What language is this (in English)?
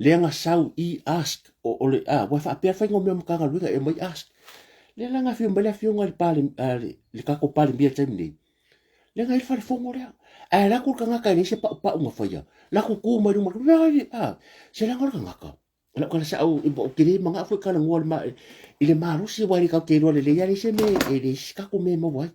Samoan